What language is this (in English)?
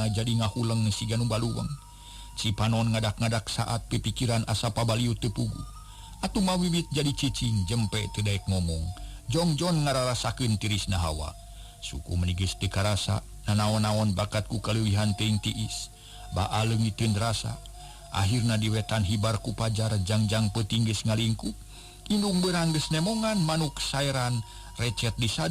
Sundanese